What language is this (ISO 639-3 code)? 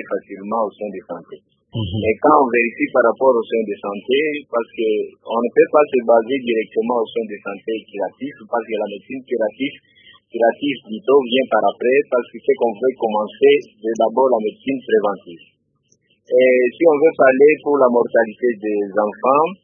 fra